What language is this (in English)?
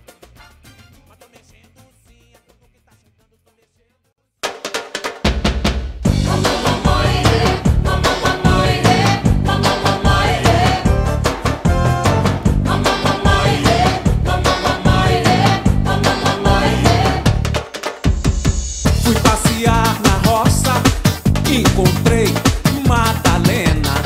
Portuguese